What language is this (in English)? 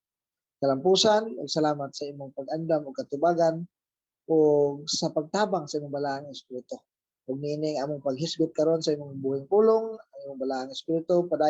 Cebuano